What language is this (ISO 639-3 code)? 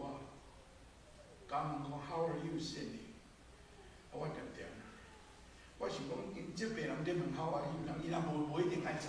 nan